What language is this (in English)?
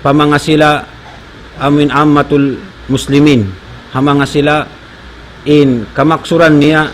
Tausug